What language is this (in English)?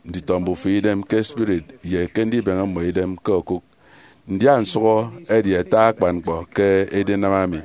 Efik